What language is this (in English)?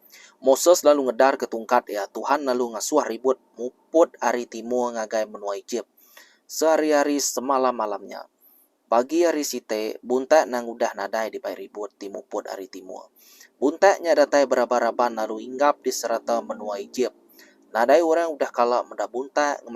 Iban